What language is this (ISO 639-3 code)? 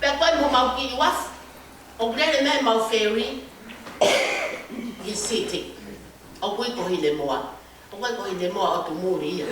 ton